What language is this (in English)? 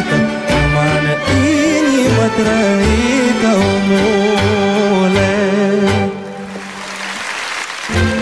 Romanian